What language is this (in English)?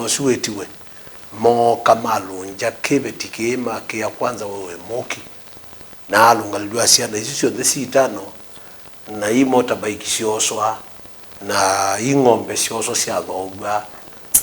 Kamba